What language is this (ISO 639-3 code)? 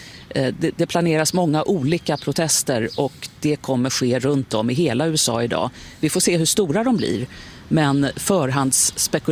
swe